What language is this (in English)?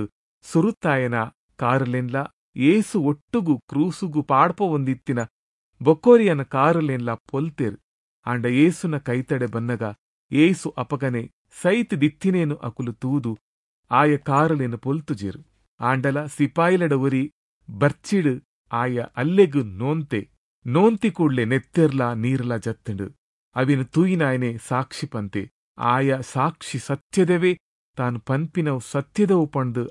Tulu